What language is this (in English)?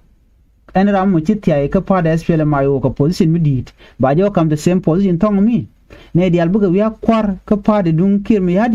Nuer